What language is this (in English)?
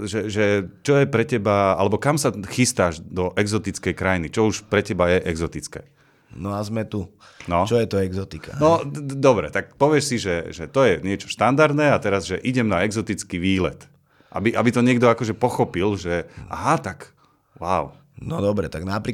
Slovak